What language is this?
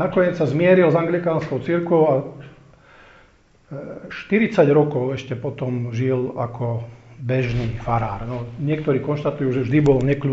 Slovak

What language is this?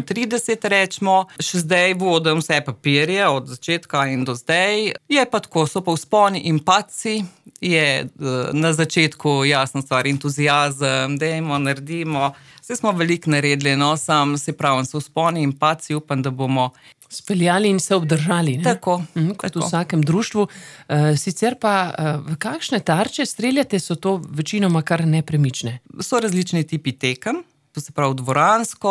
Slovenian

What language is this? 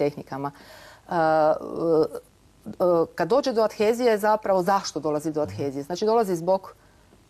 Croatian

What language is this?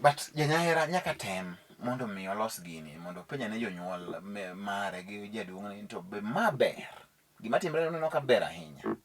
Luo (Kenya and Tanzania)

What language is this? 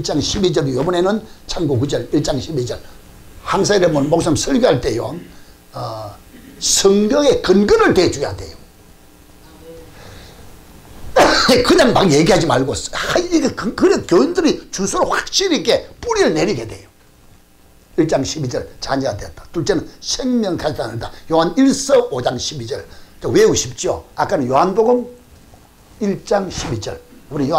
Korean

